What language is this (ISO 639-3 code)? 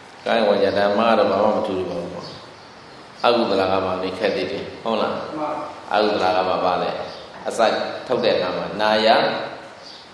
mya